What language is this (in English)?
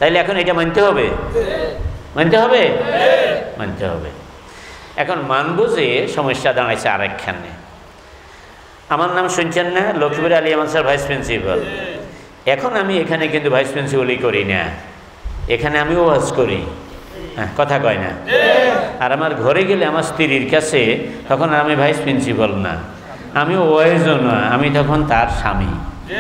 Bangla